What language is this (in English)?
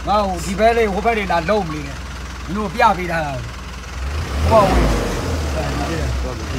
Burmese